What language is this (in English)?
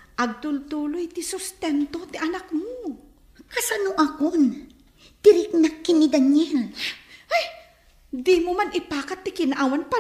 Iloko